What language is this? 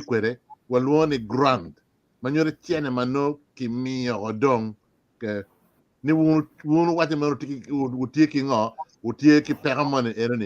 Acoli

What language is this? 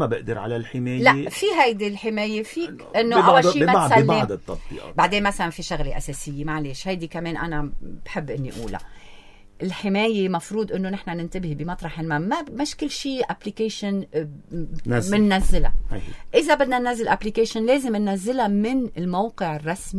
North Levantine Arabic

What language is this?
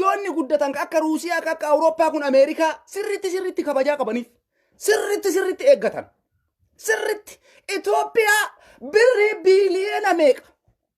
Oromo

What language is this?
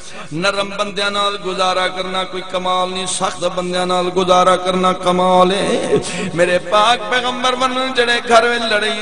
Saraiki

